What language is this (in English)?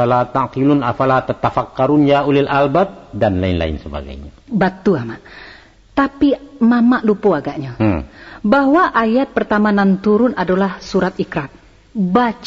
Minangkabau